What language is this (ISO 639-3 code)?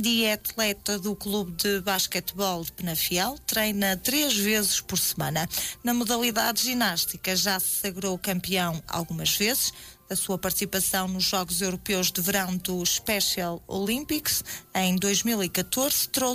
por